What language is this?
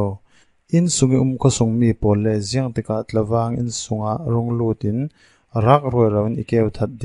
Falam Chin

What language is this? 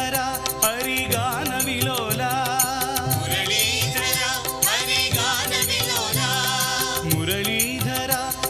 Kannada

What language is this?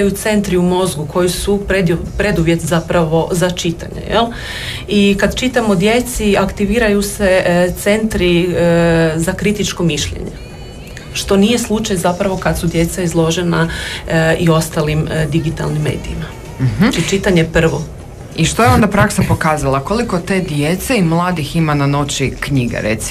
Croatian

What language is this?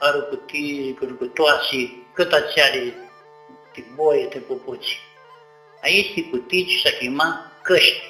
Aromanian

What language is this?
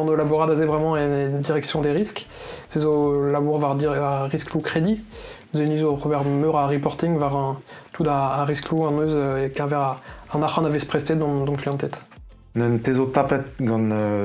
Breton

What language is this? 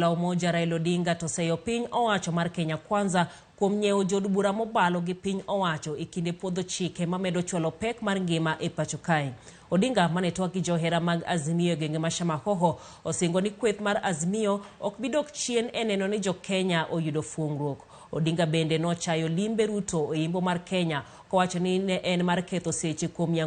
Luo (Kenya and Tanzania)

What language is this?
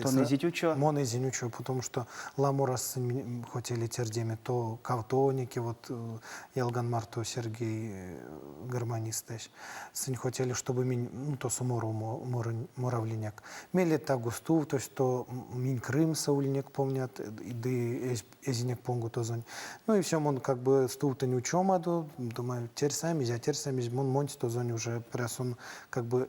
Erzya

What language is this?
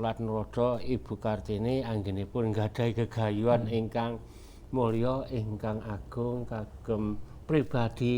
Javanese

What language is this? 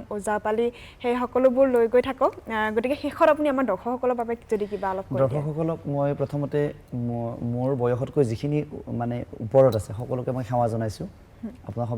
Assamese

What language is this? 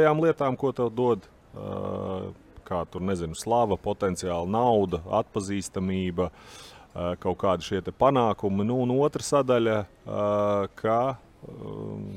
Latvian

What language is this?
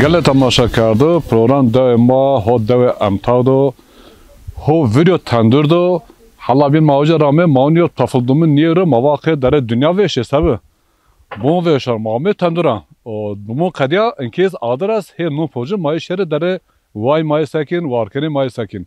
Zaza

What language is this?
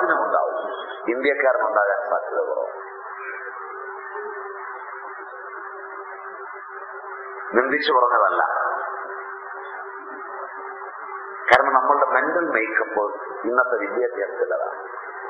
Malayalam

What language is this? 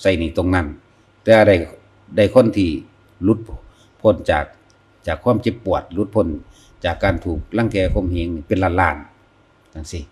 Northeastern Thai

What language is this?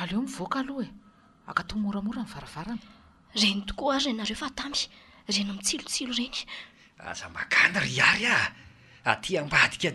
Malagasy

